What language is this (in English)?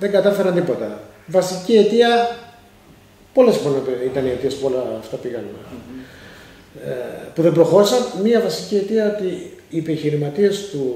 Greek